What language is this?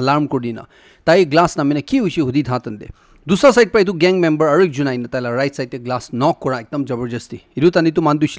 Naga Pidgin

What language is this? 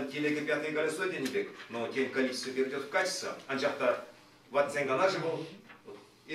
Chuvash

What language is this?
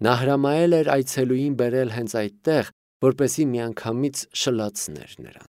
Armenian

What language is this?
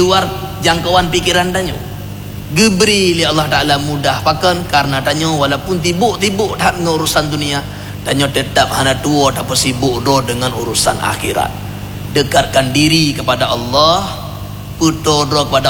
Achinese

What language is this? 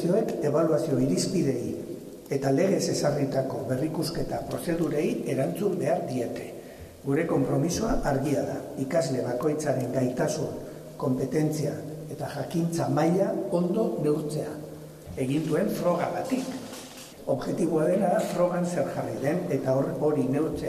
Basque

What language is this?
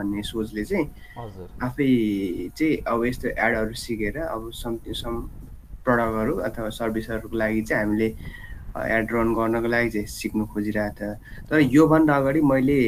Nepali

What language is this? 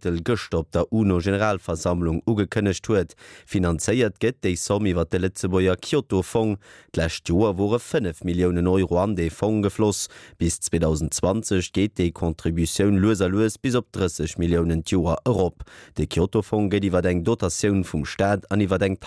Luxembourgish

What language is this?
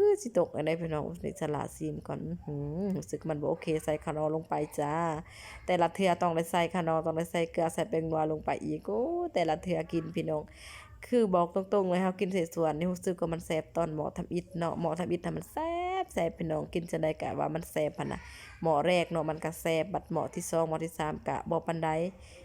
Lao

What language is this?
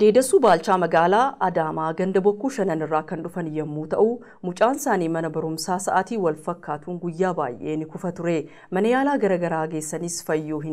Oromo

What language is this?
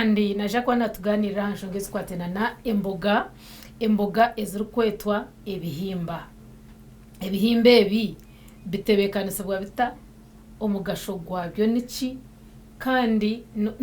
Nyankole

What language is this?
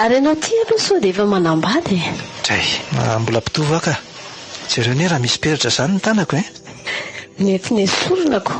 Malagasy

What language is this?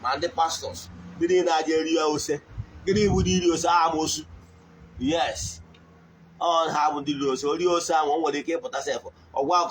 Igbo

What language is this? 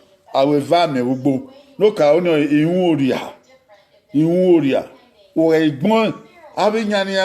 Bini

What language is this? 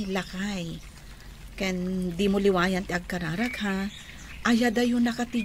Iloko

